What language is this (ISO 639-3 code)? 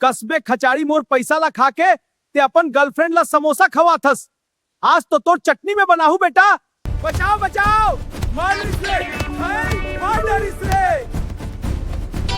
hne